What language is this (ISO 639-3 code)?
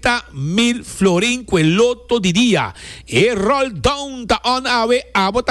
pap